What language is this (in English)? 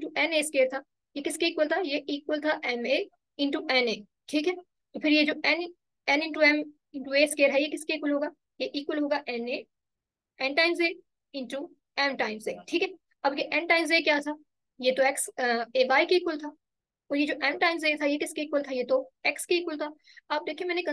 Hindi